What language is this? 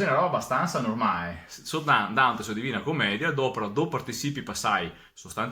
Venetian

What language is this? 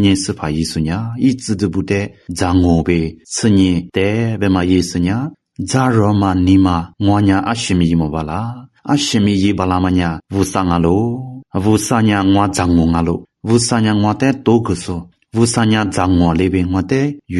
Lisu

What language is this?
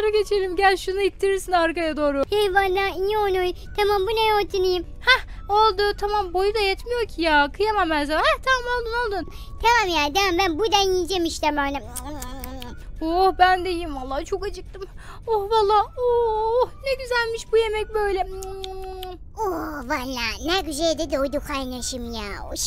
Turkish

